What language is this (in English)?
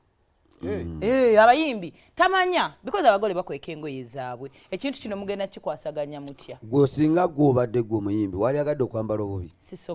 Ganda